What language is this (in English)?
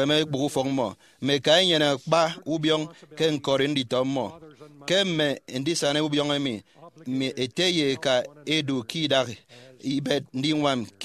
Efik